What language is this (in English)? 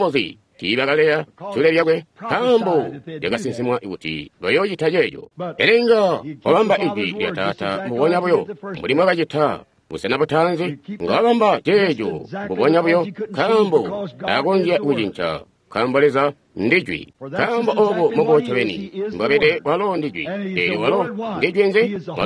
Tonga (Zambia)